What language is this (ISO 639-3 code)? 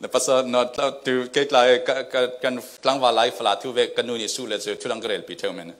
cfm